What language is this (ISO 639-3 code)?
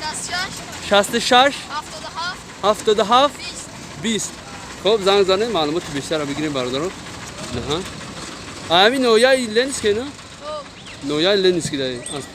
tgk